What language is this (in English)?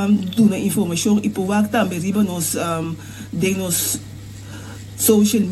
Papiamento